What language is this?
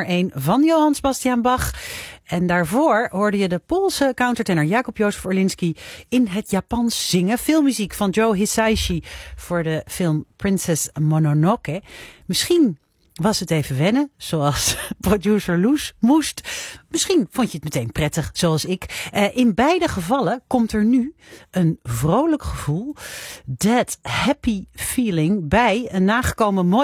Dutch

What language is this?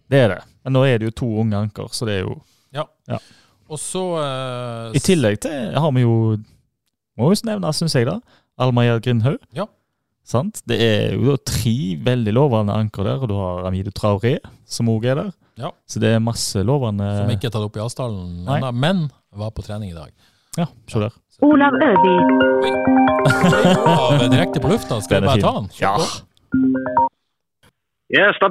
Norwegian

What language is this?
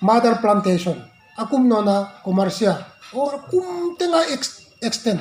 Paite Chin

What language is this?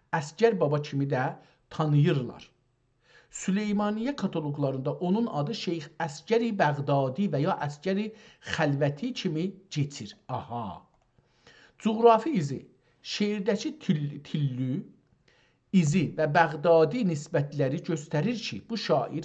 South Azerbaijani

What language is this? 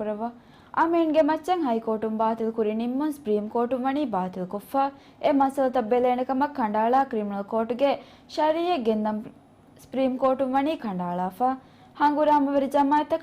Divehi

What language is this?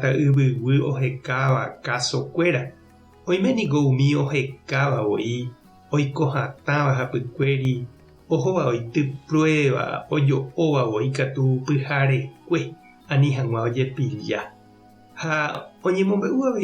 Guarani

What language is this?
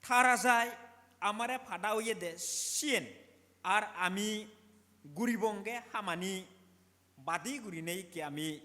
Chakma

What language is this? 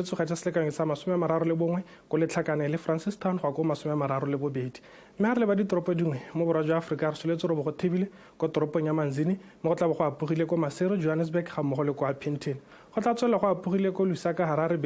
Tswana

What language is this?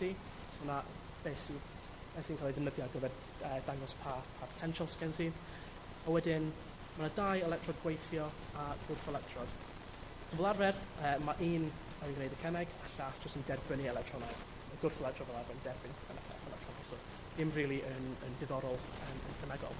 Welsh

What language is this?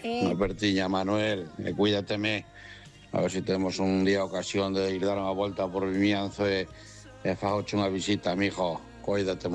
Galician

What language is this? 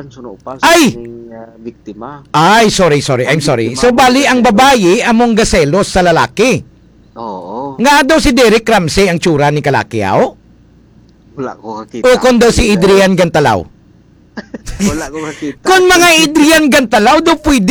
Hiligaynon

